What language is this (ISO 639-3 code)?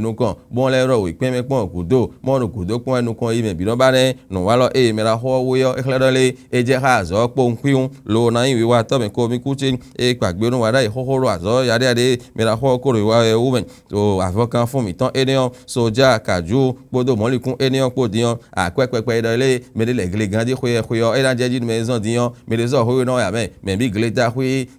fon